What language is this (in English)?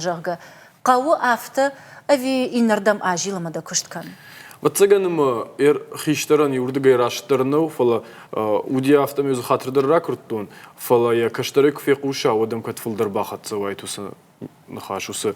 Ossetic